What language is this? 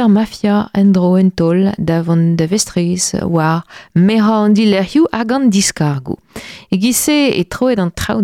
Breton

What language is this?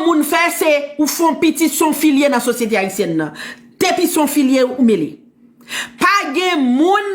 Haitian Creole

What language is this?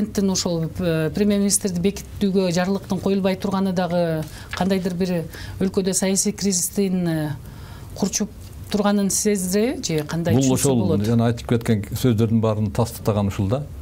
Kyrgyz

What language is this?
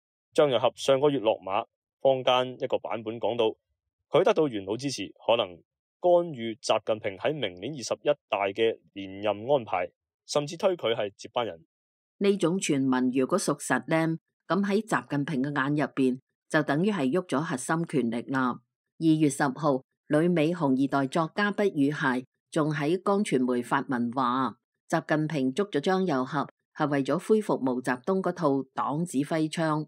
Cantonese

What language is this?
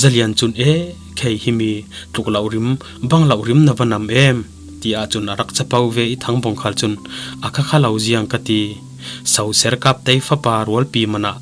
Falam Chin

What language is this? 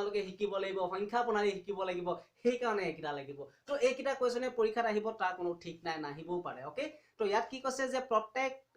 Assamese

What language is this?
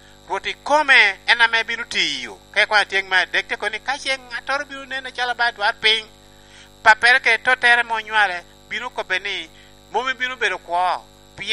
Lango (Uganda)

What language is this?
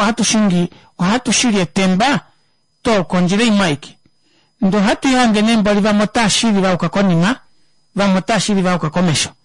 Kuanyama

